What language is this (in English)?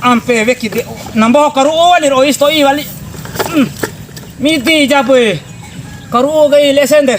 Bima